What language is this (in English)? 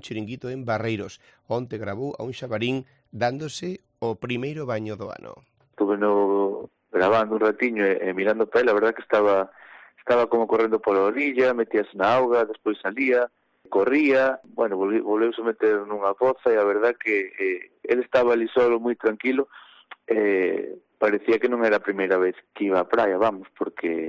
Galician